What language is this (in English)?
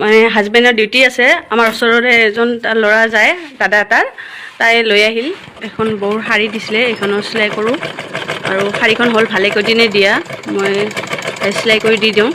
Assamese